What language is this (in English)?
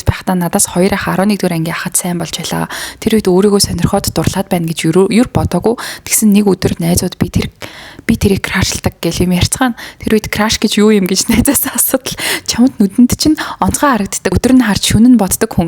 Mongolian